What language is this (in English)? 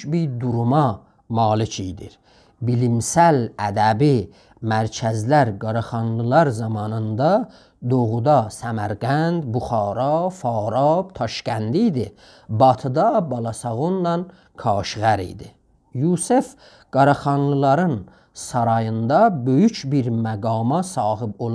South Azerbaijani